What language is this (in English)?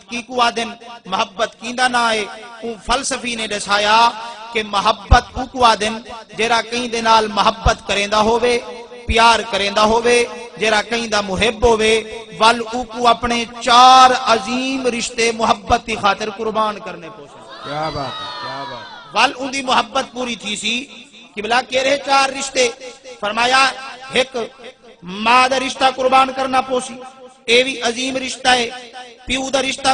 Saraiki